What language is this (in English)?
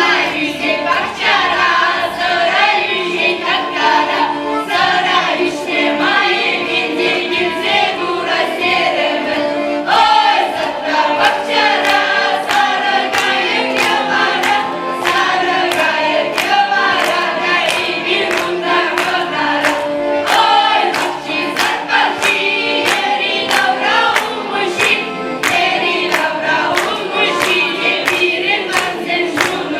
Chuvash